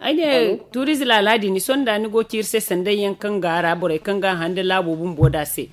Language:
Zarma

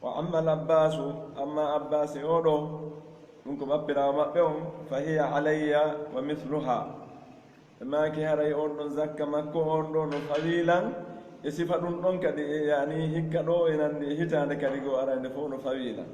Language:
Pular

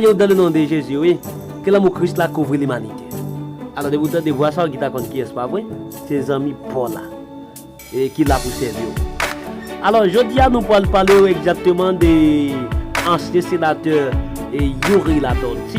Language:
Haitian Creole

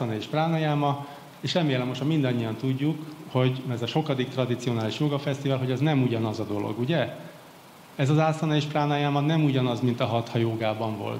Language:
Hungarian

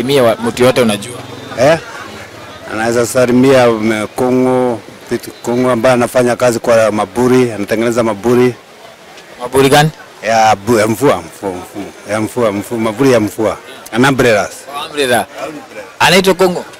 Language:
Swahili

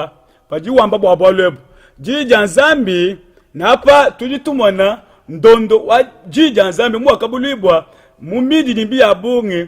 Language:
Luba-Lulua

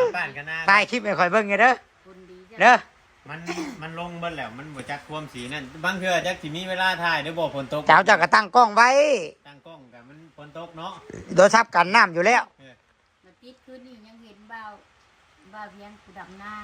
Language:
Northeastern Thai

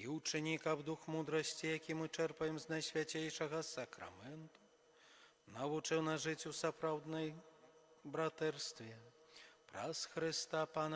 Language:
Belarusian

